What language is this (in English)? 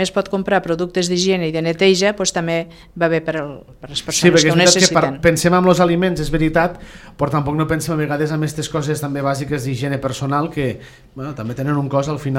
Catalan